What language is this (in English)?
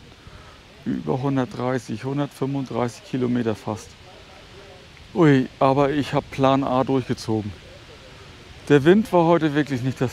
German